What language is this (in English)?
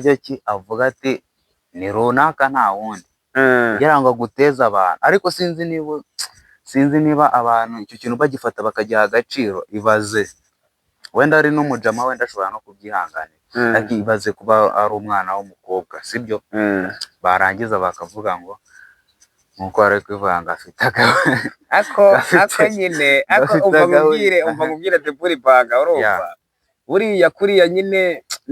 Kinyarwanda